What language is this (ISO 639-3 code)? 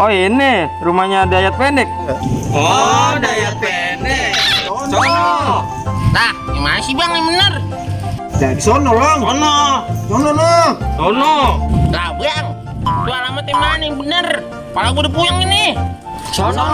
bew